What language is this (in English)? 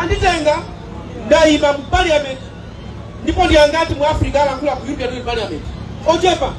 Nyanja